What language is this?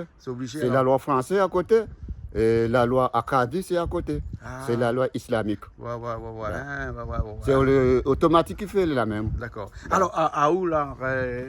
Réunion Creole French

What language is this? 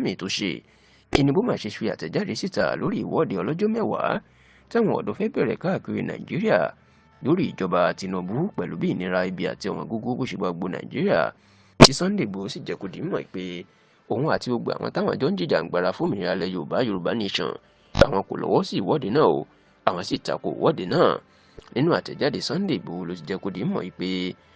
Yoruba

